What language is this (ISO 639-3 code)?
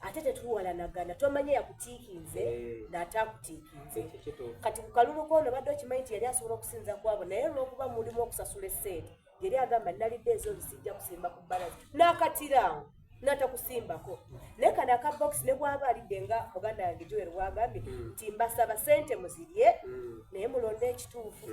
xog